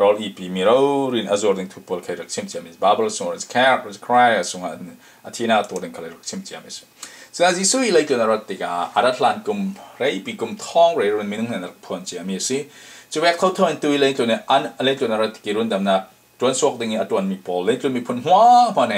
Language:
Falam Chin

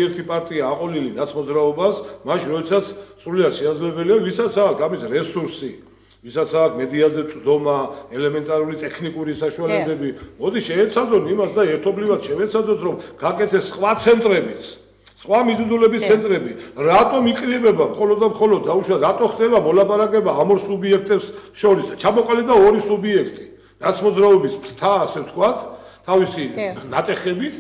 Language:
Georgian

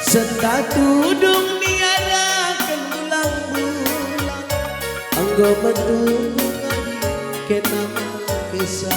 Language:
Batak Karo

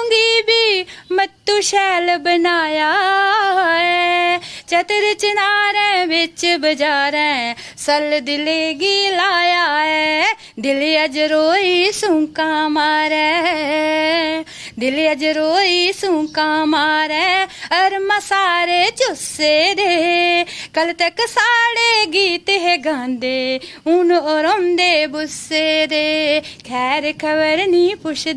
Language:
Dogri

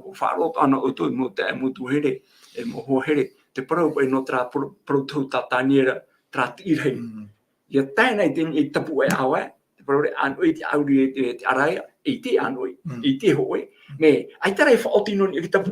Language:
Tahitian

